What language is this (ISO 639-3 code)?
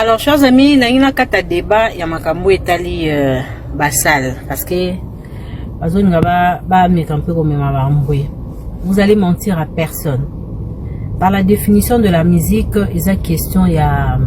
lin